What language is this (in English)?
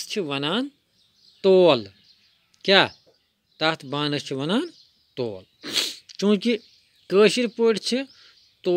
Kashmiri